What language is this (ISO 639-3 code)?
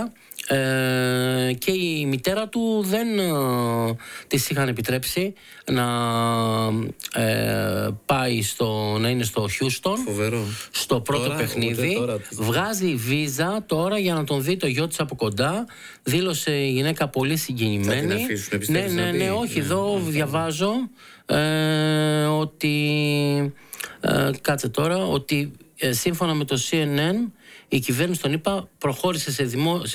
ell